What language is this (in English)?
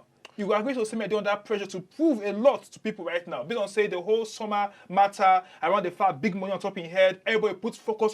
Nigerian Pidgin